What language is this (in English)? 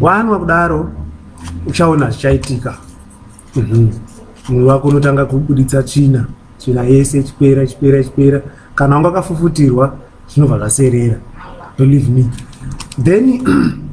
Shona